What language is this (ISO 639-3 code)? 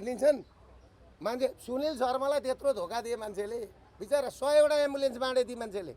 nep